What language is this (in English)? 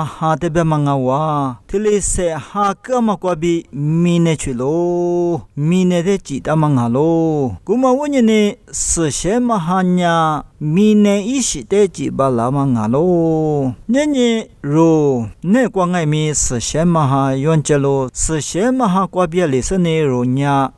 Lisu